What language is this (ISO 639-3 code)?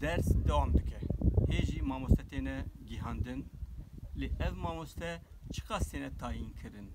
kur